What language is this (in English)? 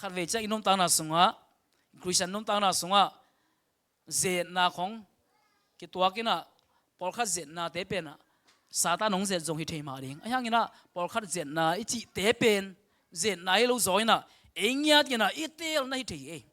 Tedim Chin